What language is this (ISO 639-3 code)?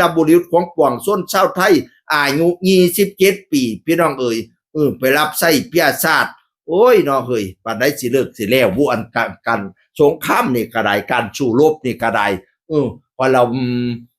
tts